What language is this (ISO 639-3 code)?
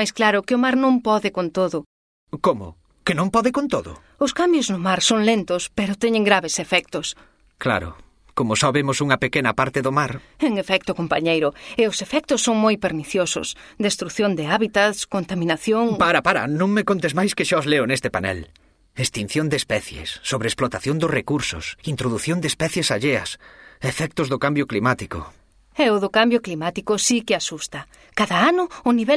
glg